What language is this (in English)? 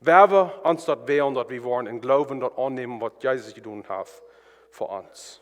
Plautdietsch